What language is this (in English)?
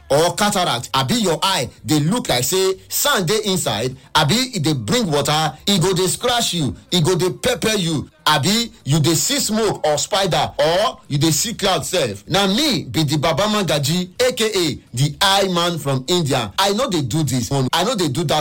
Nigerian Pidgin